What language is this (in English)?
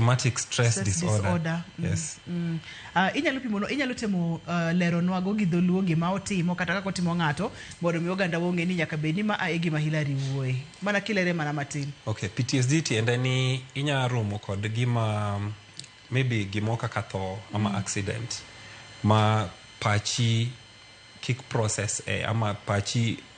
Luo (Kenya and Tanzania)